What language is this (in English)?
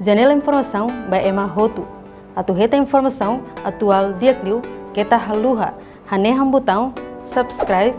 Tetum